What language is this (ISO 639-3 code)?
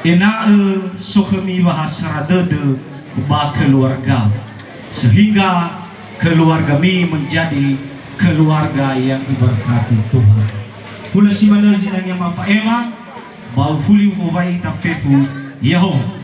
nia